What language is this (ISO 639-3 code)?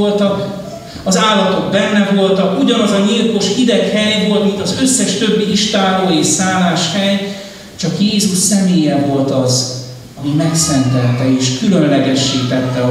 hun